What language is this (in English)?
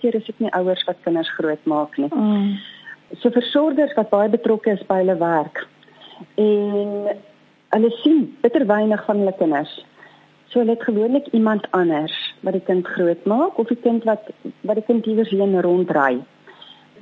Afrikaans